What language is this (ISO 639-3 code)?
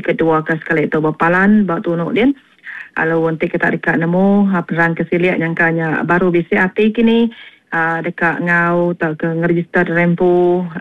iba